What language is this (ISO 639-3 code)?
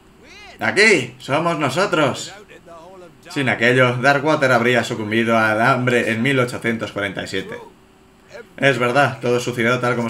spa